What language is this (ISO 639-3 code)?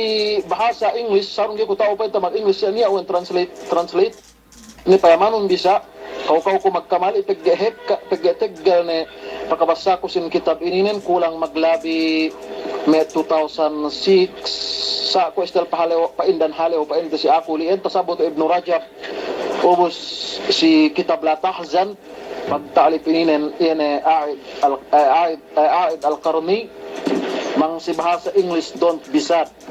yka